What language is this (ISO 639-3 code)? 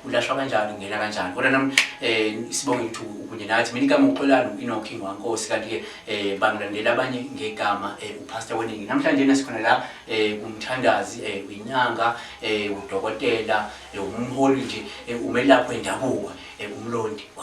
zul